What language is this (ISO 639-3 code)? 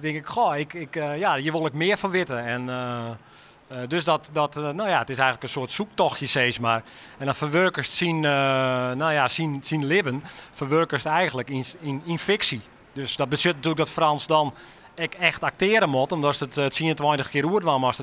fry